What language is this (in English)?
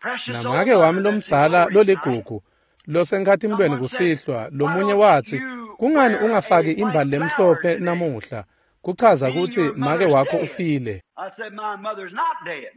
Swati